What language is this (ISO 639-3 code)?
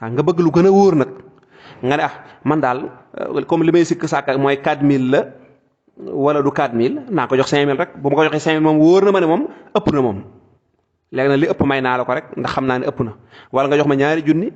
wol